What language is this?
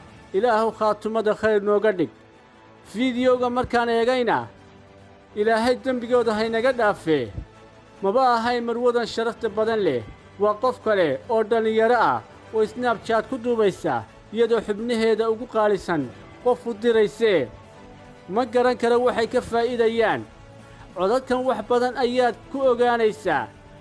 Somali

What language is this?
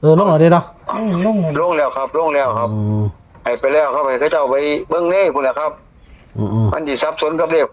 Northeastern Thai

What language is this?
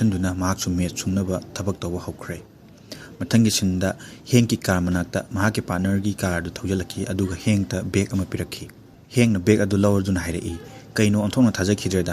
Manipuri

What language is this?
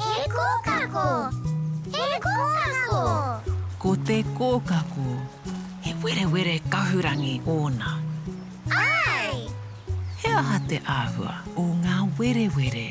Māori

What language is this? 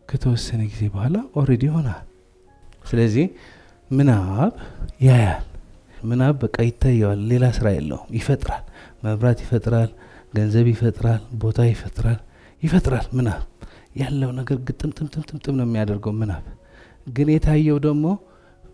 Amharic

